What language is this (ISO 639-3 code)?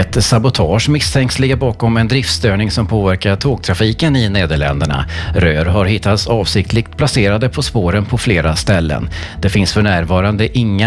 swe